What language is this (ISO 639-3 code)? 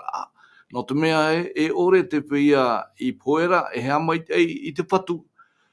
tah